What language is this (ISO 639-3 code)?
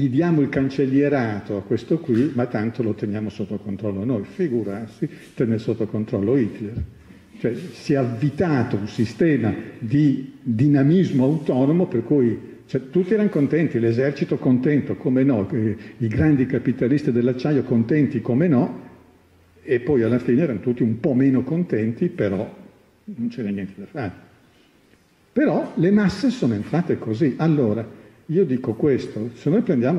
ita